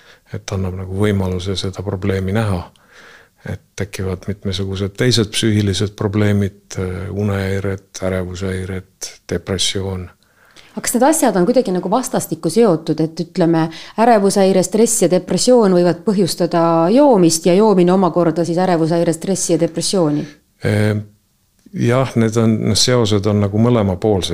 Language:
Estonian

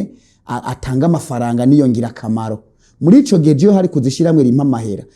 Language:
Rundi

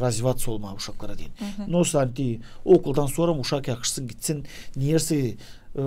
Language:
Gagauz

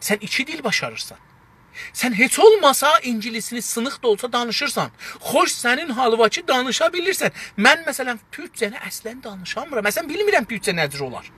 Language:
South Azerbaijani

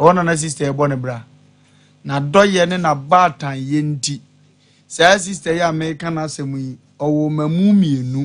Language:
Akan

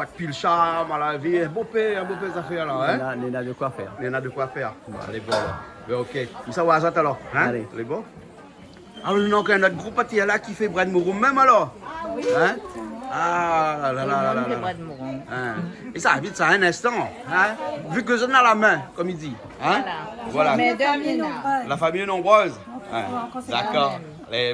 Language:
Réunion Creole French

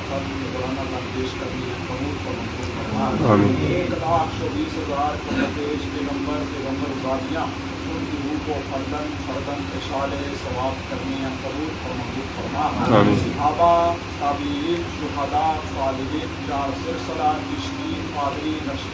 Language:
Pahari-Potwari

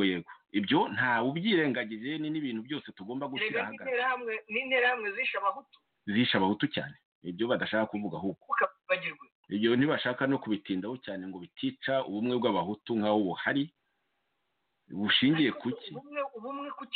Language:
Kinyarwanda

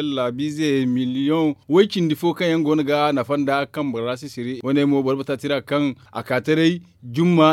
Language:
Zarma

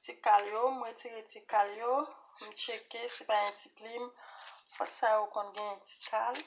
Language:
Haitian Creole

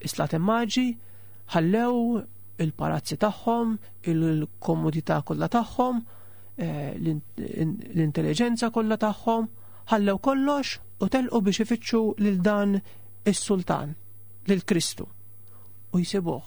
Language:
Maltese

